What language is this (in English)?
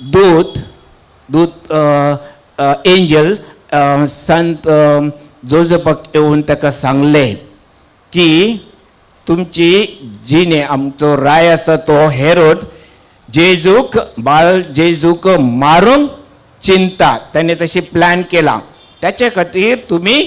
Konkani